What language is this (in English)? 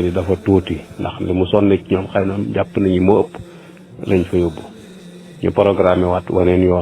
Wolof